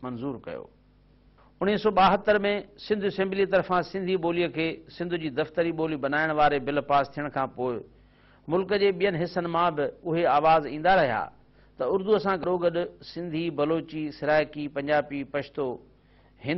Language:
Sindhi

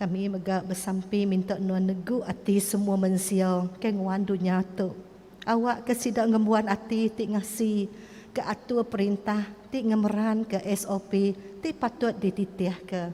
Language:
Iban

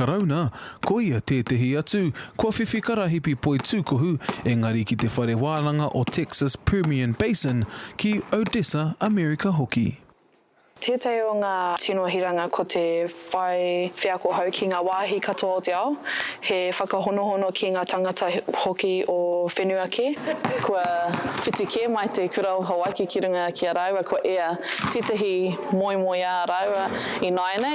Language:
Māori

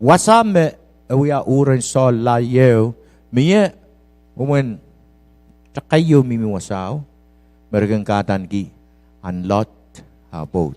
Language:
Pohnpeian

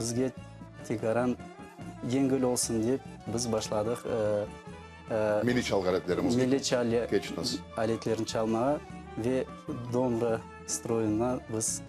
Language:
Crimean Tatar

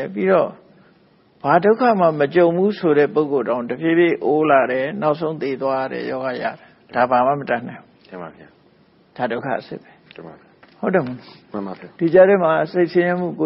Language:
Burmese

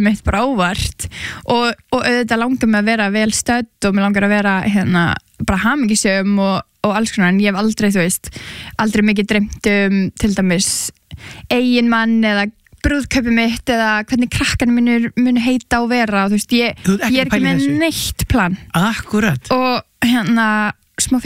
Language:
Icelandic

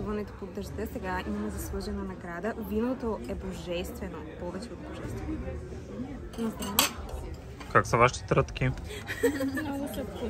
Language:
Bulgarian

